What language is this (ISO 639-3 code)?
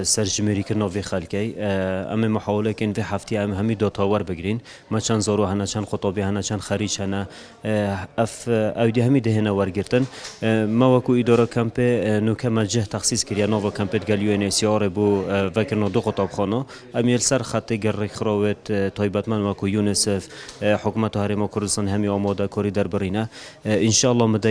kur